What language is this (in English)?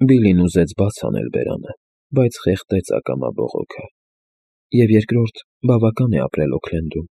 Armenian